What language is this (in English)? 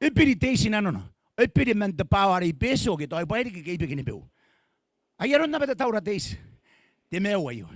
Gilbertese